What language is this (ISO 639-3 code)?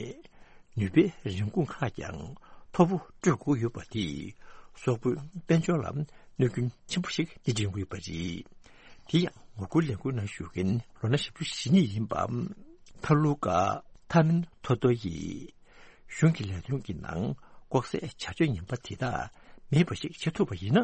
bod